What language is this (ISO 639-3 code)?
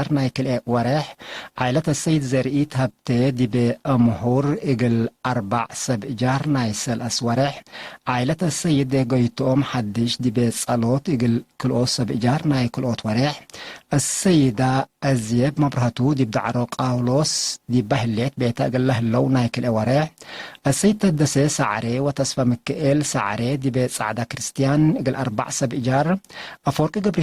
tig